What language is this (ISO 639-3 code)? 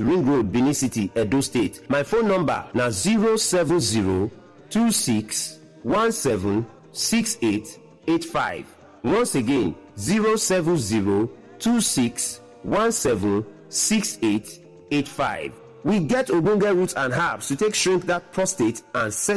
pcm